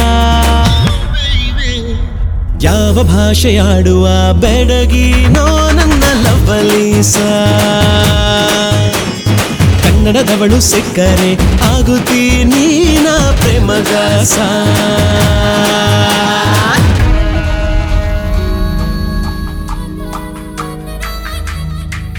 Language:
Kannada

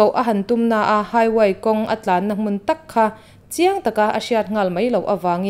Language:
Mizo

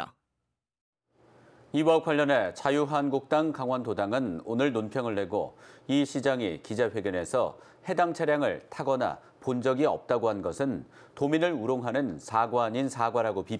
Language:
Korean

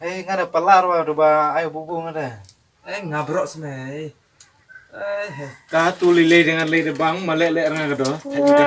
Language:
Khasi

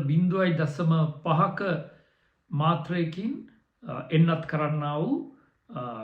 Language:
Sinhala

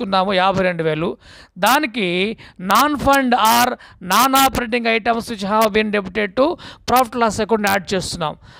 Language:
Telugu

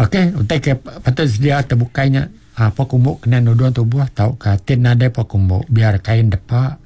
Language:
Iban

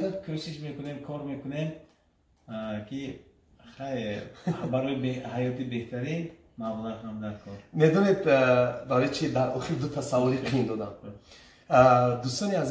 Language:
Tajik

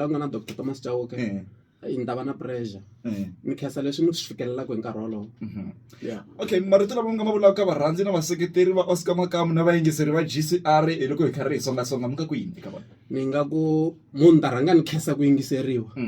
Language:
Tsonga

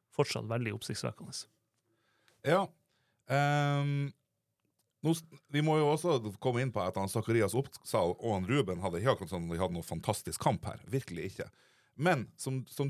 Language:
Norwegian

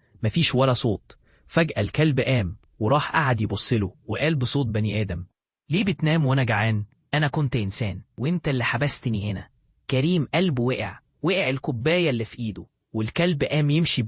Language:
Egyptian Arabic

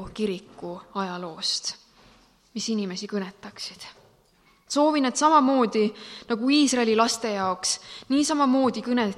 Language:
Estonian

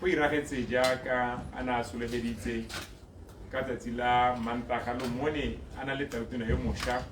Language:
Tswana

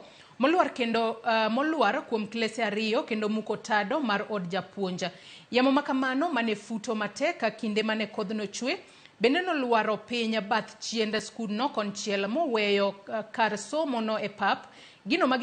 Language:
Luo (Kenya and Tanzania)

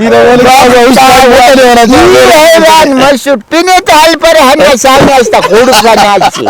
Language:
Brahui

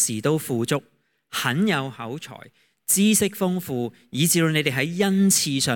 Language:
Cantonese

